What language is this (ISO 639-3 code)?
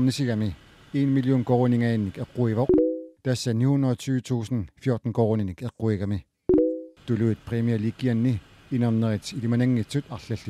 kal